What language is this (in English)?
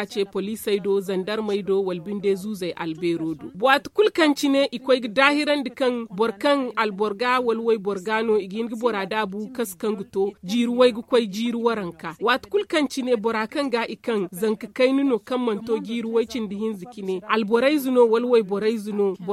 Zarma